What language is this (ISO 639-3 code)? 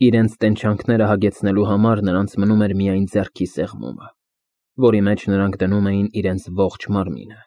hye